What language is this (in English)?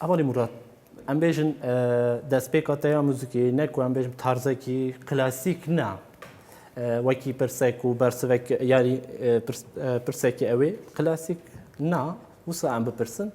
Kurdish